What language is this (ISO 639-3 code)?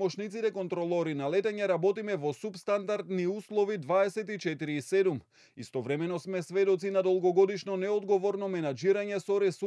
mkd